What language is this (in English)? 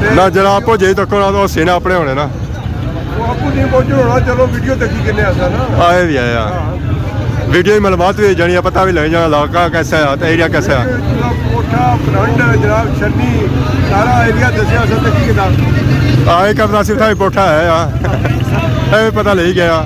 Pahari-Potwari